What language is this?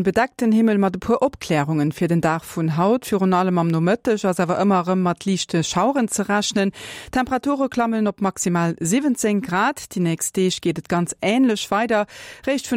Luxembourgish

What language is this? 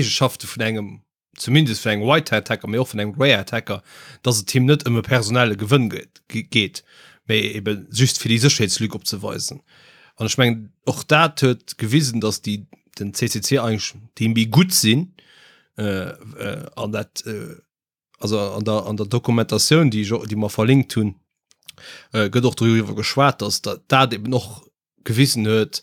Luxembourgish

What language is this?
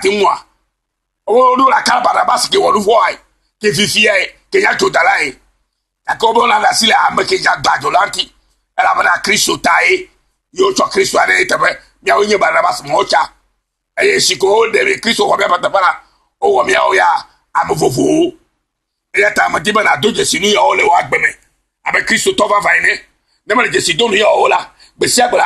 Ewe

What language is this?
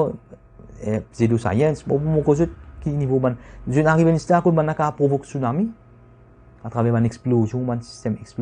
Morisyen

